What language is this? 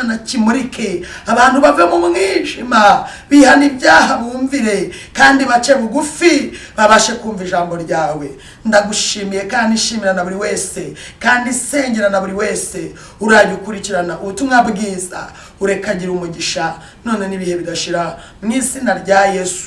Kinyarwanda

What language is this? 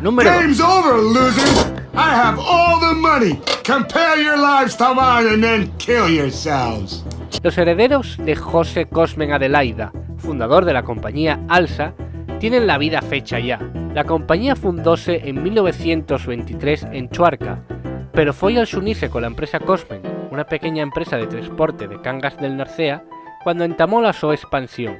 Asturian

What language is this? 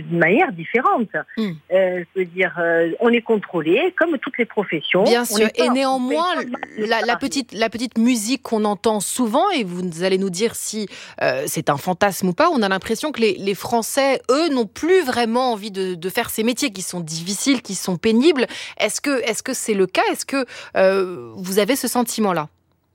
French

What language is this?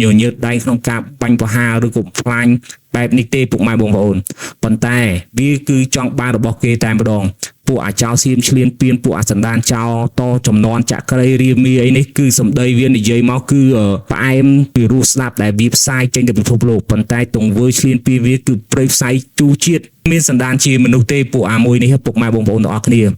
Khmer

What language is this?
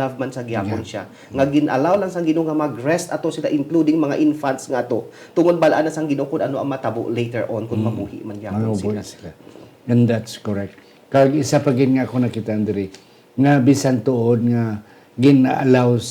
Hiligaynon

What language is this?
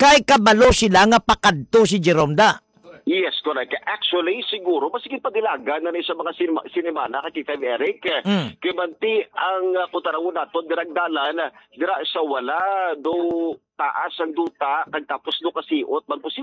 Hiligaynon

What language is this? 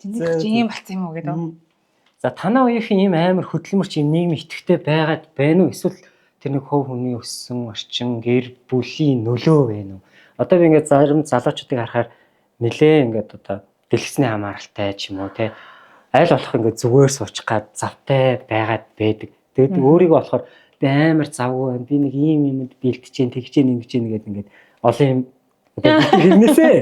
Mongolian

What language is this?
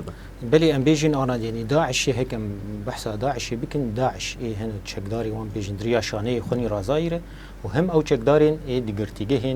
Kurdish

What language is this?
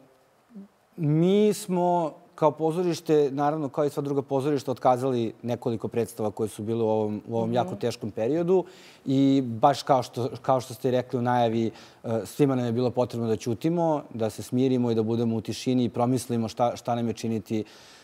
Serbian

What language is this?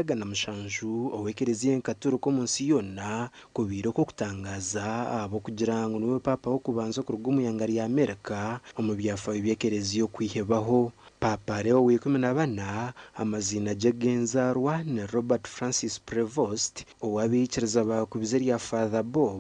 Nyankole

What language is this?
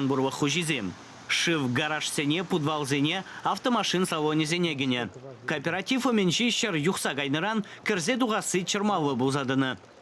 Chuvash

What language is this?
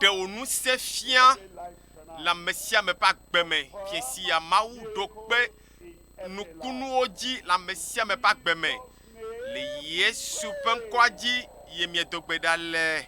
Ewe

